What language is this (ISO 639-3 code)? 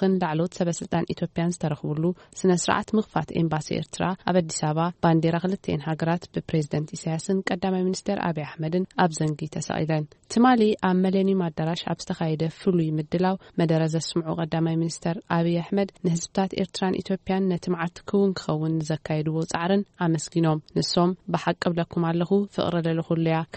tir